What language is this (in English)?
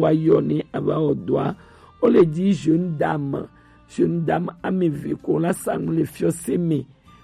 Gen